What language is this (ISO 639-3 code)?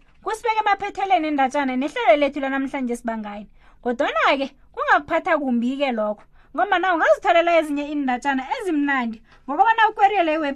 nbl